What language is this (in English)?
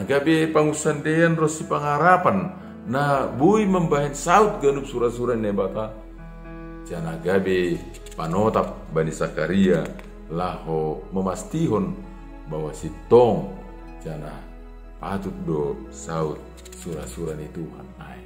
Batak Simalungun